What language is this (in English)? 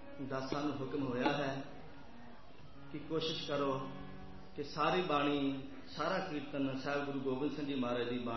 Punjabi